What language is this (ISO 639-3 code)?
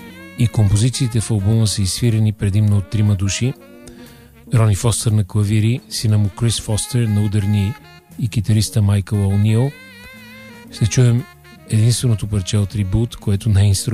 bul